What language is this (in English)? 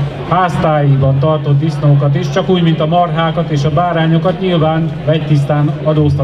Hungarian